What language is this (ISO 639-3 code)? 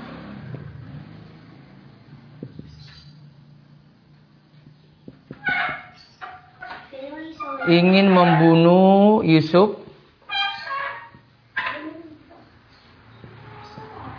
ind